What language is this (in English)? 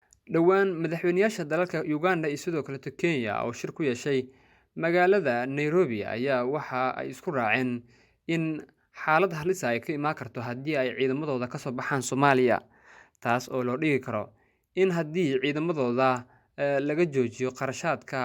Somali